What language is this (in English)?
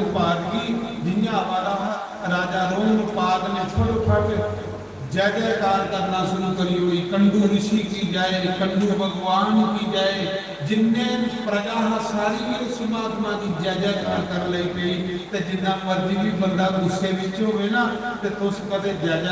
Dogri